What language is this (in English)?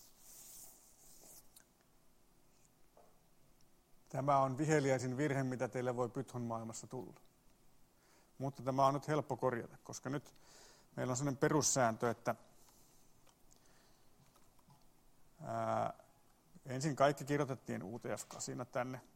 Finnish